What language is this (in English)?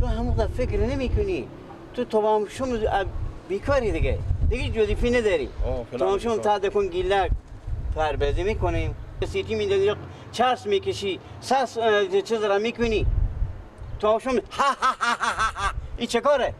Persian